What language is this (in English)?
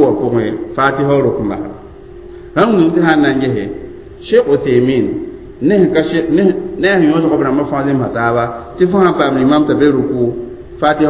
Mossi